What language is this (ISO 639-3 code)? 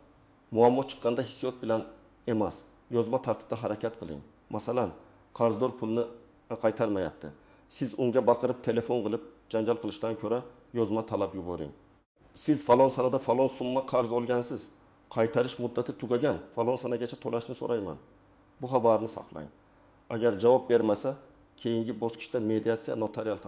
uzb